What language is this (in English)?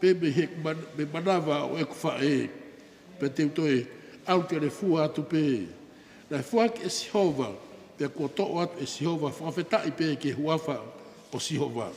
Tongan